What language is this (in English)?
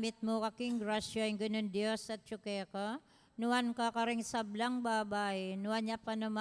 Pampanga